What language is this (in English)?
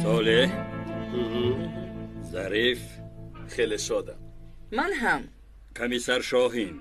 Tajik